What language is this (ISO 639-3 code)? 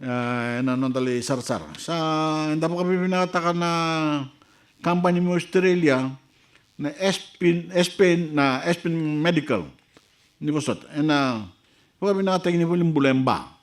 fij